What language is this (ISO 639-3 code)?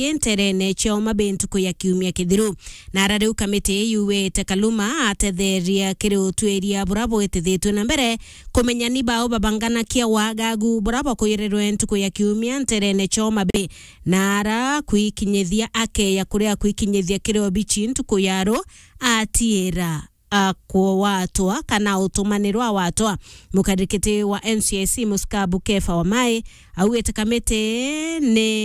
mer